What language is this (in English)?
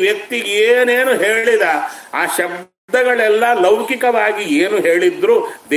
Kannada